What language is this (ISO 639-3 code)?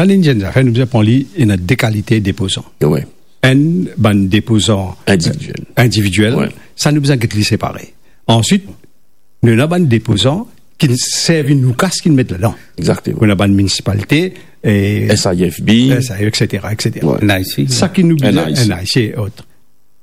mfe